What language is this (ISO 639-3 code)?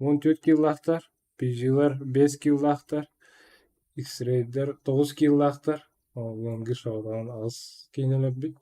sah